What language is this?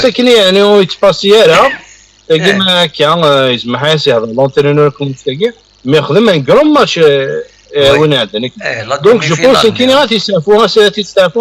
Kabyle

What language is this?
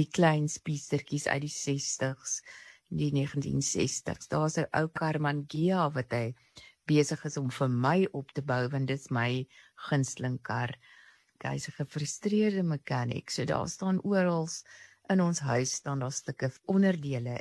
Afrikaans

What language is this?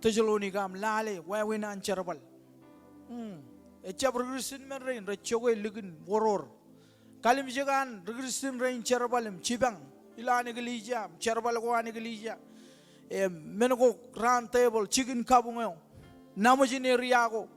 Marshallese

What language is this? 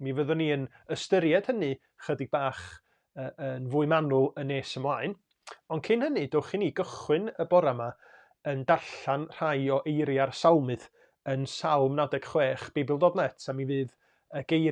Welsh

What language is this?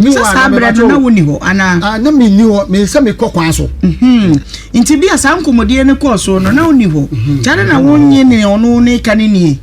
Akan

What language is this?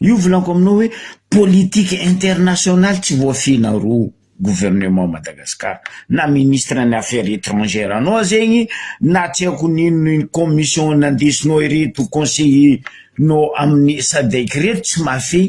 Malagasy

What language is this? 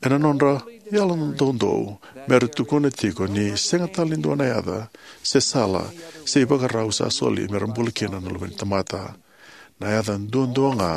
Fijian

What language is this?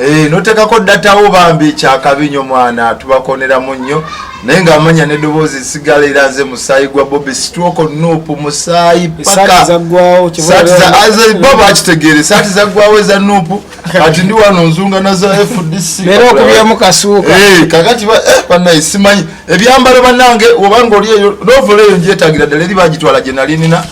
Ganda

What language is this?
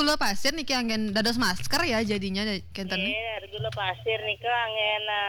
Balinese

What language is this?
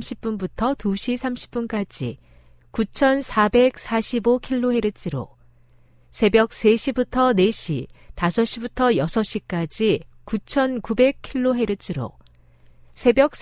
Korean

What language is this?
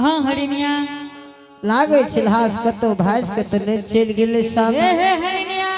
Angika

